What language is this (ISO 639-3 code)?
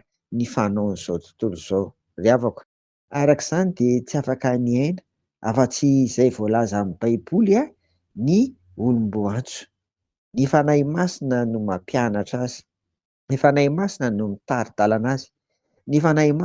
mlg